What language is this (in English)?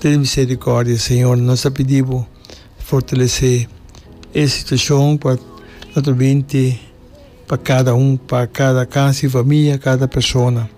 Papiamento